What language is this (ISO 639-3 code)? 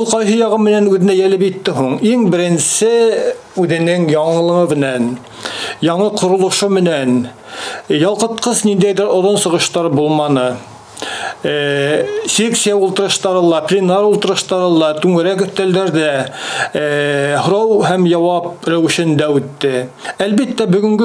bak